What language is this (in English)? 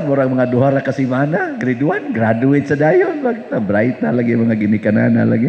Cebuano